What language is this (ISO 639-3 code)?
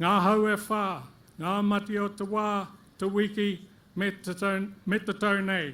mri